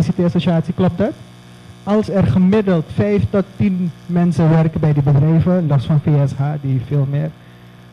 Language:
Dutch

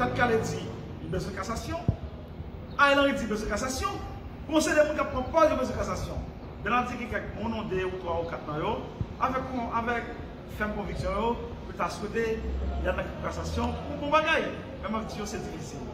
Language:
Haitian Creole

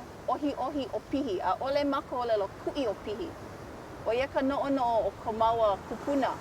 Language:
Hawaiian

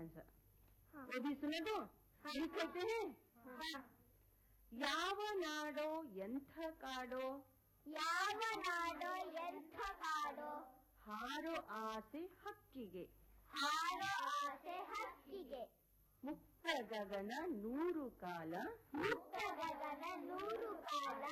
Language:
Kannada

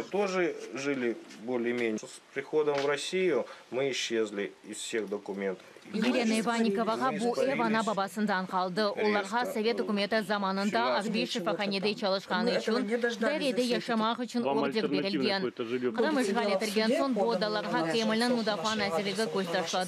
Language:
Crimean Tatar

